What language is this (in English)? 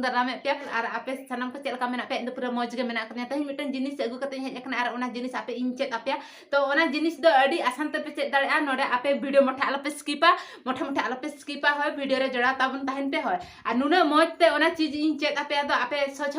Santali